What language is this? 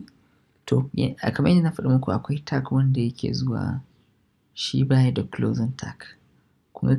Hausa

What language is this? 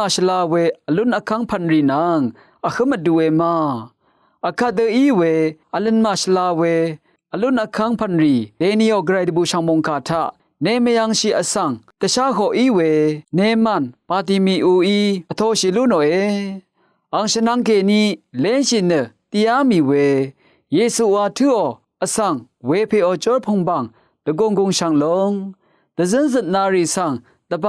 Rawang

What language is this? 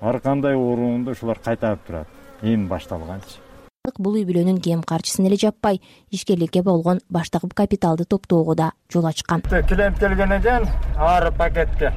Kyrgyz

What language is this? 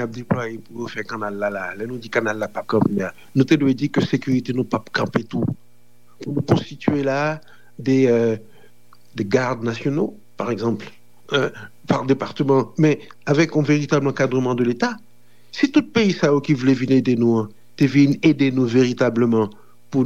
Haitian Creole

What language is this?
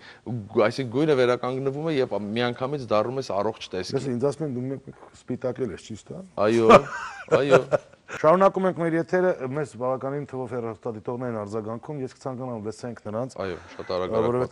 Armenian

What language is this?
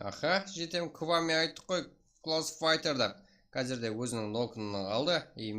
Kara-Kalpak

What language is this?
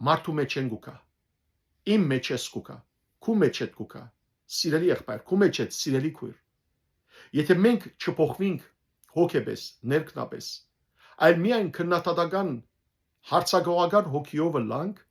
Western Armenian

